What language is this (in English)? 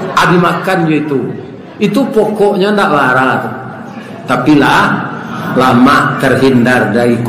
Minangkabau